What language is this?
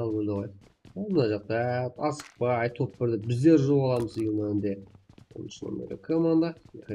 Kara-Kalpak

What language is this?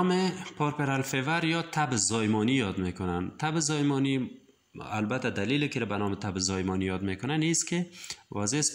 Persian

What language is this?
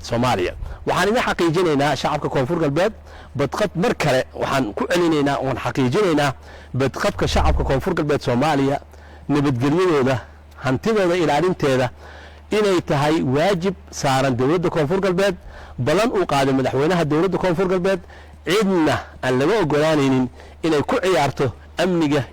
Somali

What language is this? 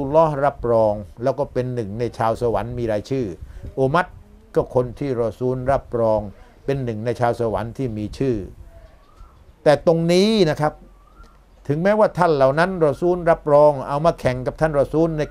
Thai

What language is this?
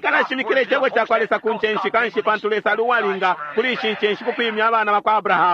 Bemba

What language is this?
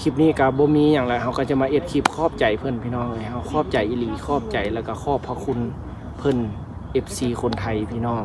Lao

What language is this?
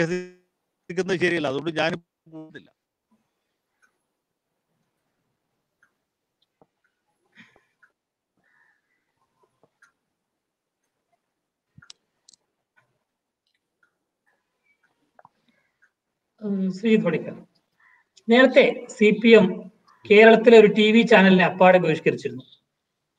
Malayalam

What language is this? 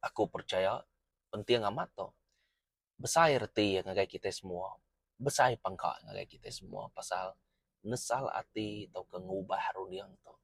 Iban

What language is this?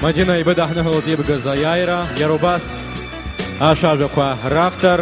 Abkhazian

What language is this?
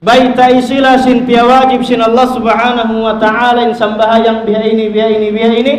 Tausug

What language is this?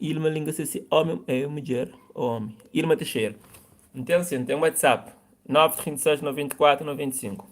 Kabuverdianu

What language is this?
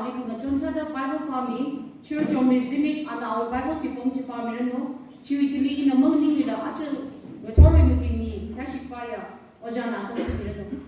Tangkhul Naga (India)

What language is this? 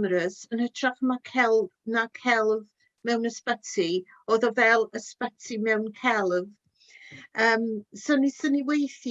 Welsh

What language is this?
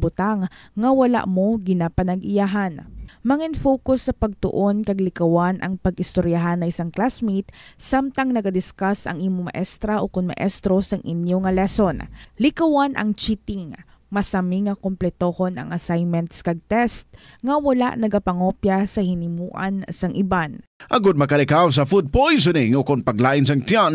Hiligaynon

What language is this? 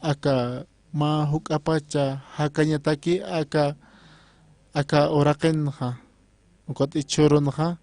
Aymara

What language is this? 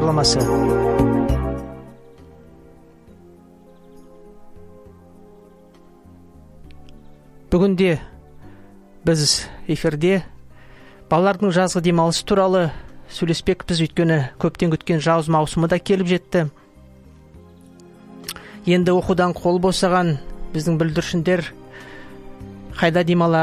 Kazakh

